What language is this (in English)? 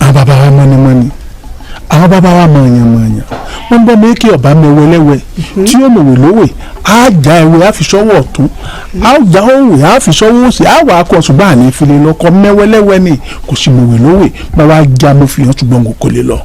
Yoruba